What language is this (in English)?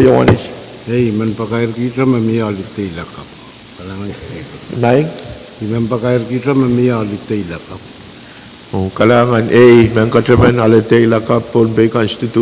Pohnpeian